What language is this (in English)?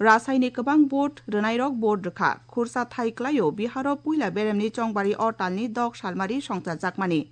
Kok Borok